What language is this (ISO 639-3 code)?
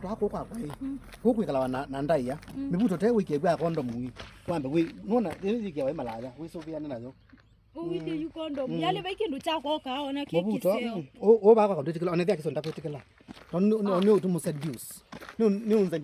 kam